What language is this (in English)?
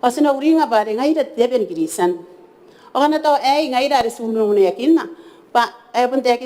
Gilbertese